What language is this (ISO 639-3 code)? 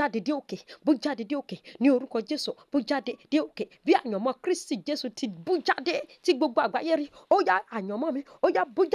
yor